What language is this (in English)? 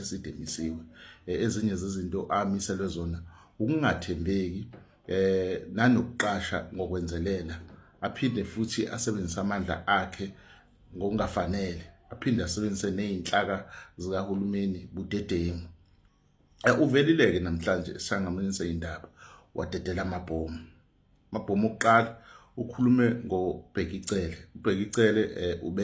Zulu